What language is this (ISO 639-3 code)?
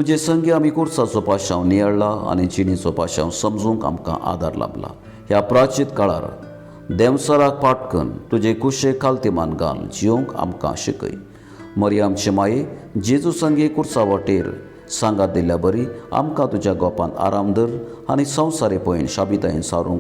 kok